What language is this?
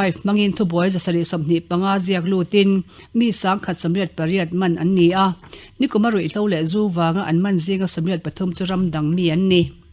Mizo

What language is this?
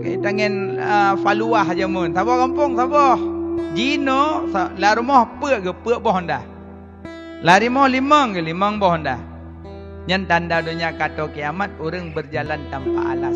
Achinese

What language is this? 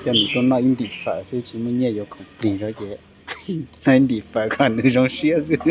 Hmong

